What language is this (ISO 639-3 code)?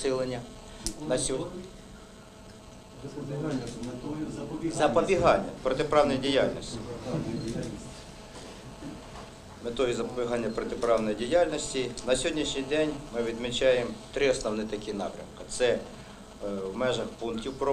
ukr